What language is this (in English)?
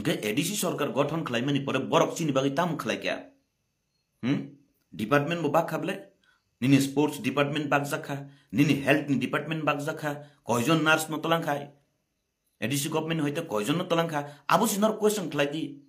Kok Borok